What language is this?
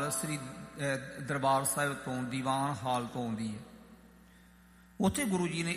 Punjabi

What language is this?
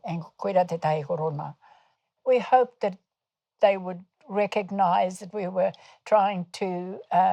Māori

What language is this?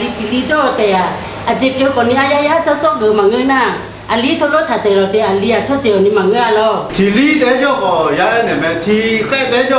Akha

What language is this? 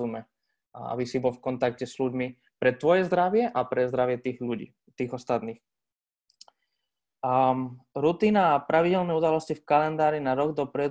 Slovak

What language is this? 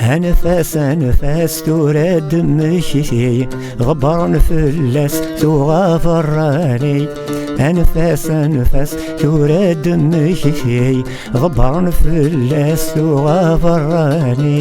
Kabyle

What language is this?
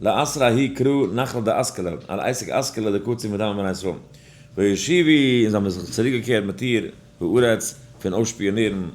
Yiddish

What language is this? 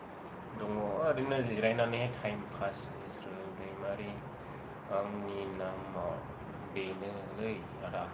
Bodo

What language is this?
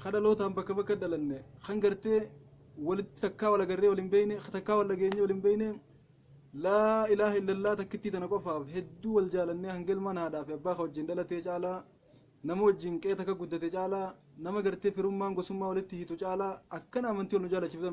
Oromo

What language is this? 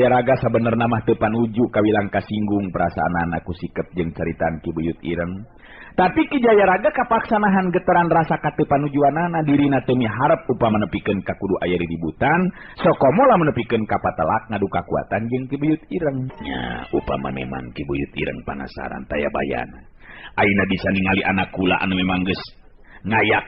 Sundanese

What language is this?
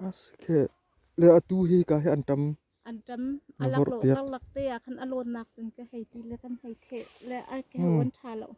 Hakha Chin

